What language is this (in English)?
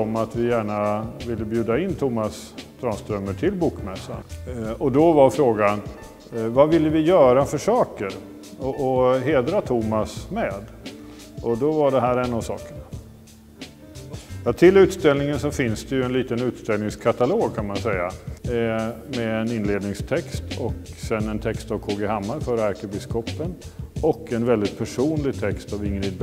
Swedish